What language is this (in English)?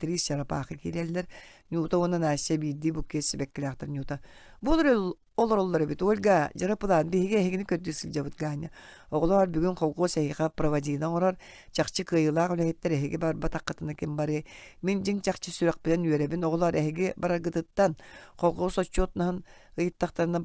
Yakut